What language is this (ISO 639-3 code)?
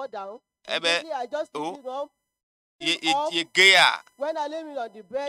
ewe